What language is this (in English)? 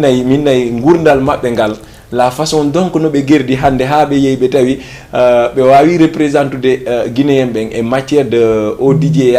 Fula